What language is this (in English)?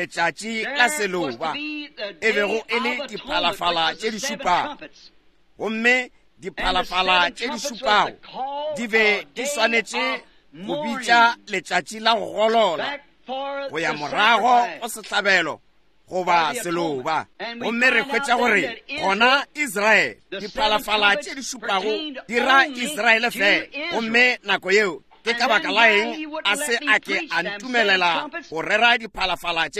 Northern Sotho